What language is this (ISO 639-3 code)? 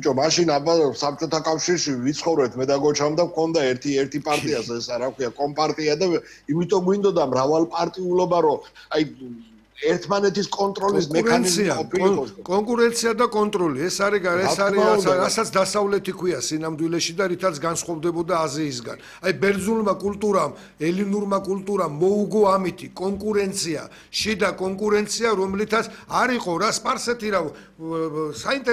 kat